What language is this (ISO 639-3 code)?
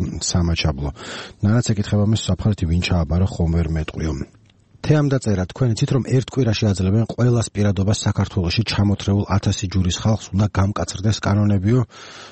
kat